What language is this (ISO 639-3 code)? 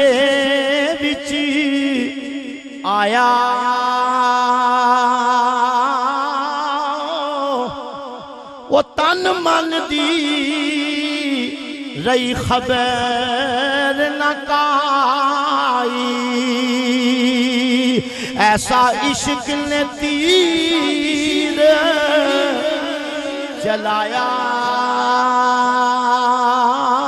lah